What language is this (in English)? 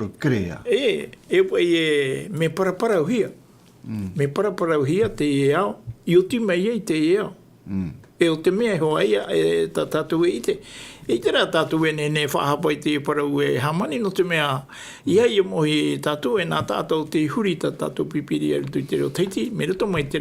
Tahitian